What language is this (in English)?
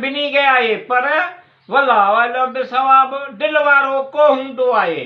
Sindhi